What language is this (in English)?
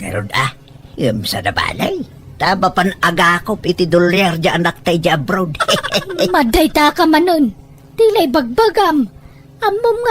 Iloko